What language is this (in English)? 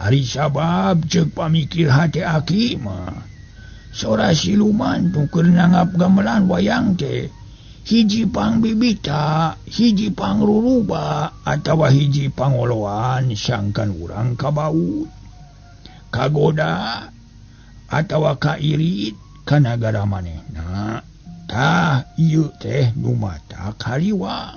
Sundanese